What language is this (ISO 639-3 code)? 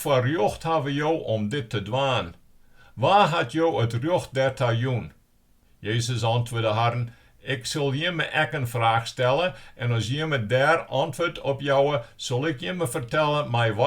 fry